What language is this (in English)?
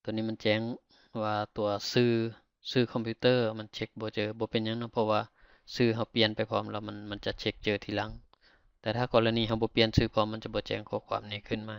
Lao